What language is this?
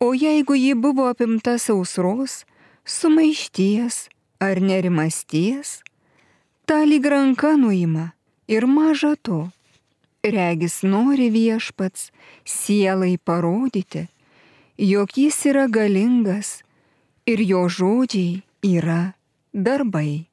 Lithuanian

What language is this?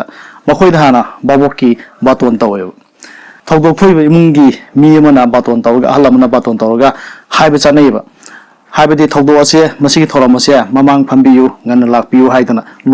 Manipuri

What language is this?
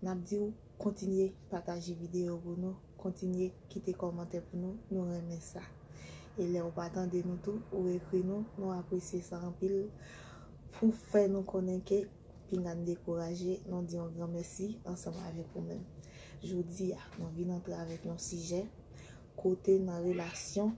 Haitian Creole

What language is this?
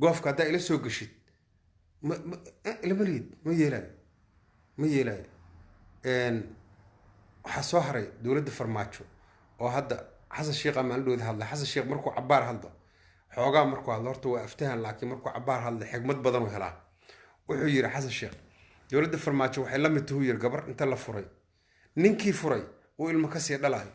Somali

